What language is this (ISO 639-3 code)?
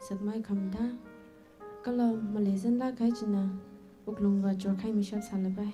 nmf